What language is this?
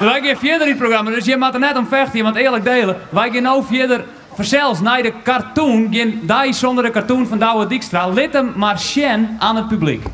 Western Frisian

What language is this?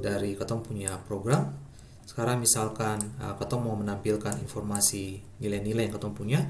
Ambonese Malay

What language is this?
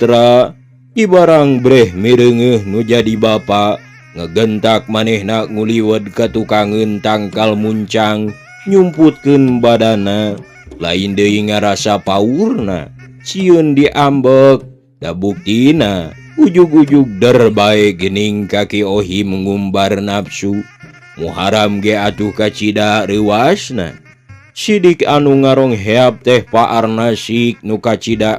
Sundanese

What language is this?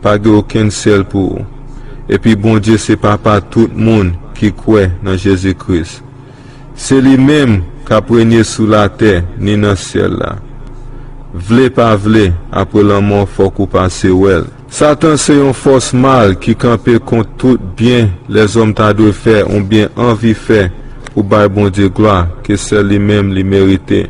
Haitian Creole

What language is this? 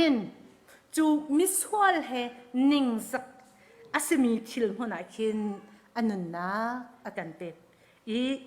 Hakha Chin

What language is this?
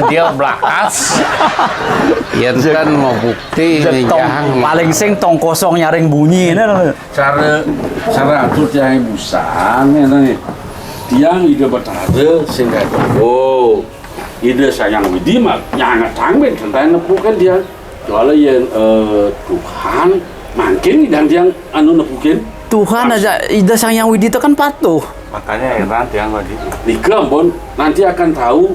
Balinese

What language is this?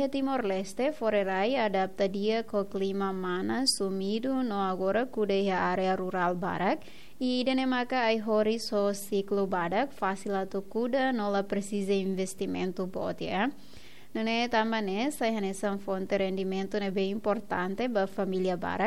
Tetum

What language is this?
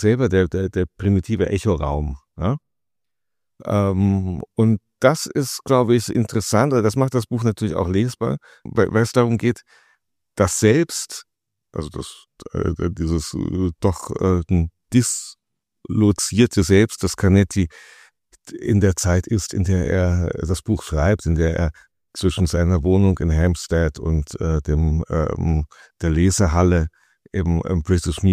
German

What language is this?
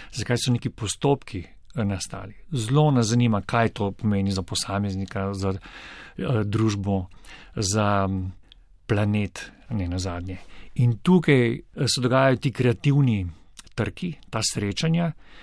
Slovenian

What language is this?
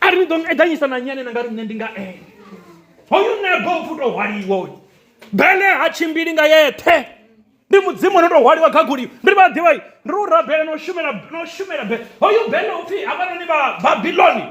Venda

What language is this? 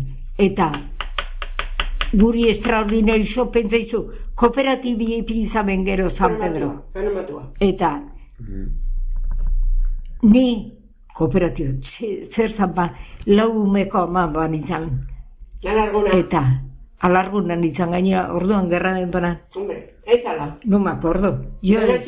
Basque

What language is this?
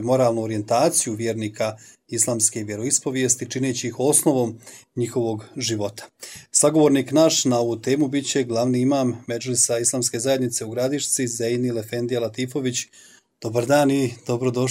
Bosnian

